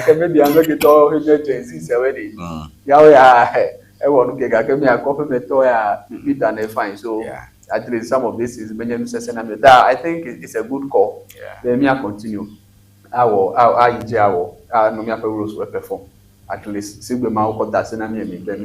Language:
Ewe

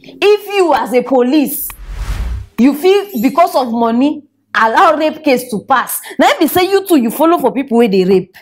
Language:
Nigerian Pidgin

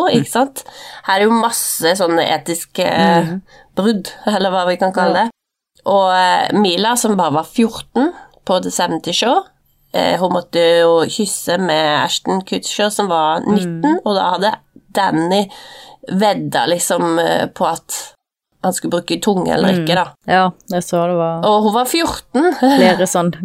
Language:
Norwegian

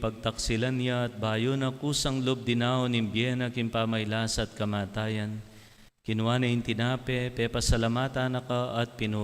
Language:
Pampanga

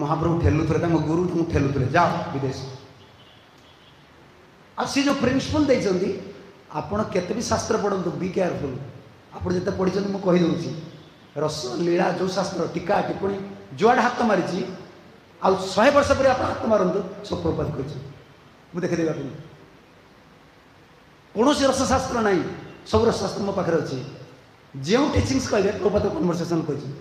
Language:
Odia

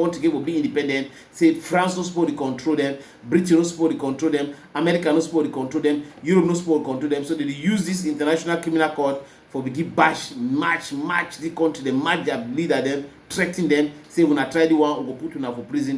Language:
Cameroon Pidgin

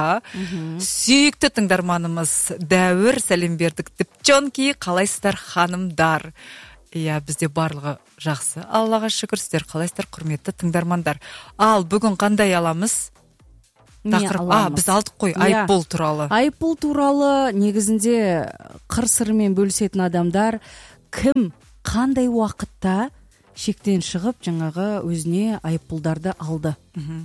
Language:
Kazakh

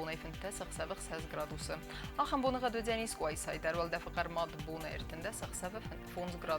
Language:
Ossetic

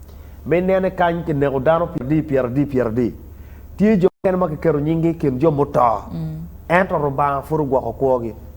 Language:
Acoli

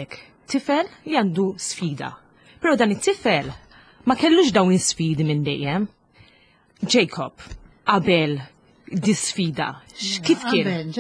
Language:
Maltese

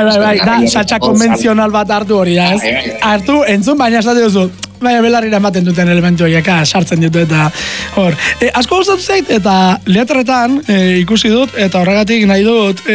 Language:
Basque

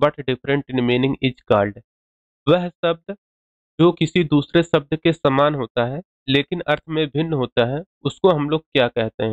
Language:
Hindi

